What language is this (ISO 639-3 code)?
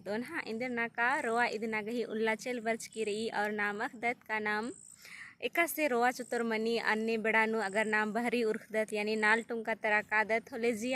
kru